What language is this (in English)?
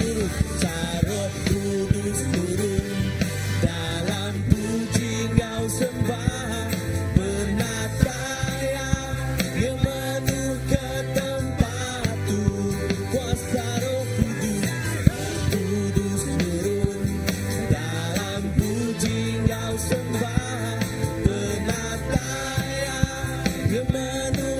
Iban